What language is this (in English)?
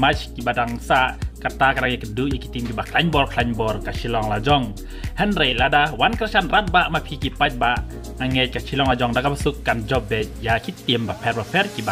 Khasi